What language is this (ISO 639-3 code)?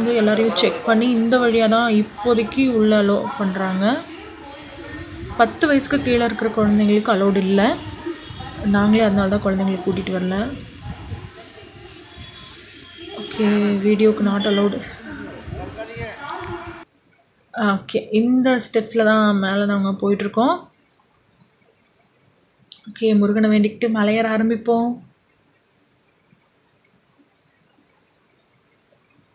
tam